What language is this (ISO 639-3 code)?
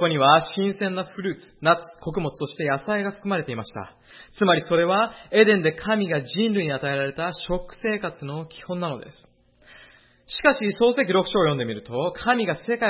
jpn